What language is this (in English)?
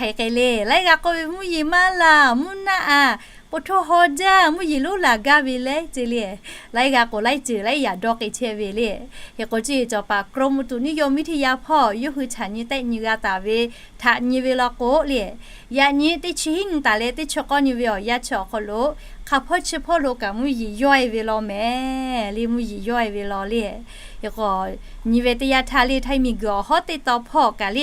Lahu